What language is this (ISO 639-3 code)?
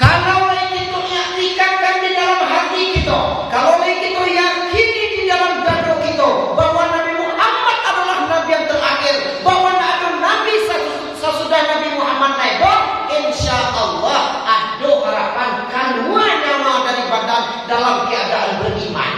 min